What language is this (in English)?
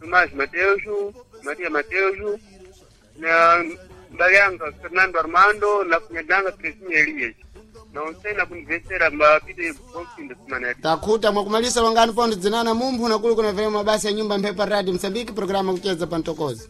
Sena